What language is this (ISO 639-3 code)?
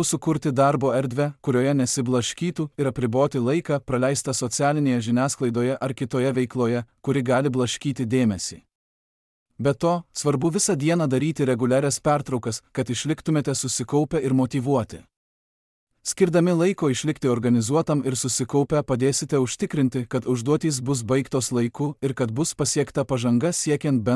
lit